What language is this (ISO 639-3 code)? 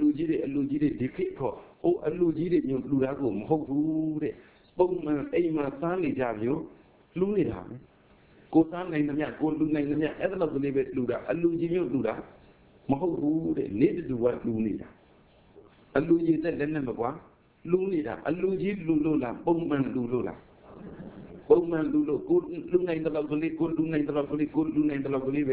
mya